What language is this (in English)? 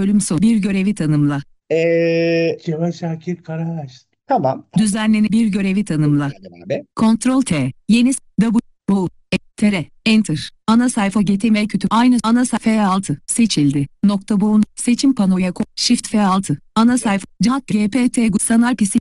Turkish